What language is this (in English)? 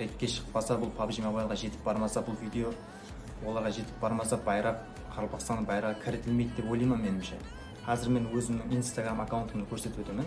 Kara-Kalpak